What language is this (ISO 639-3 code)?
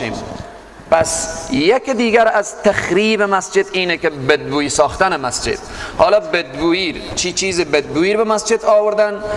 fas